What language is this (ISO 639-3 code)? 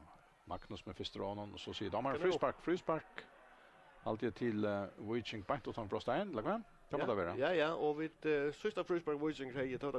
fao